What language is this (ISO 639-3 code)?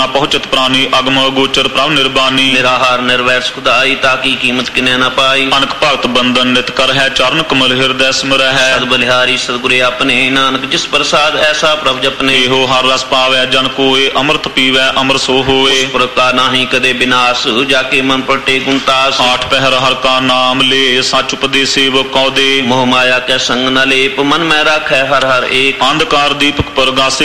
pan